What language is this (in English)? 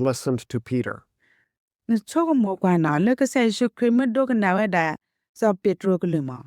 S'gaw Karen